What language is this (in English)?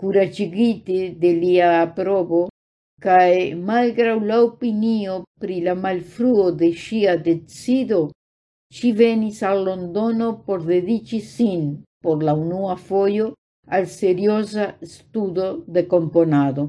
Esperanto